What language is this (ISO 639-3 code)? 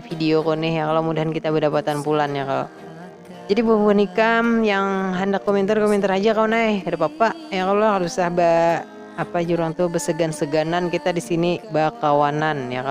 bjn